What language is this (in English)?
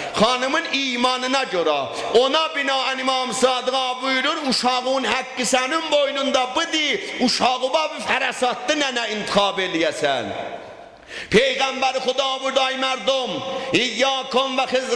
South Azerbaijani